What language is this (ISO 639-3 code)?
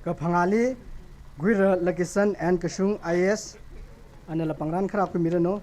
nmf